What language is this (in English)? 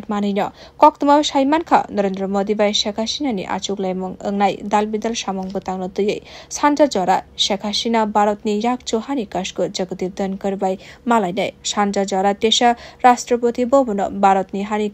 Kok Borok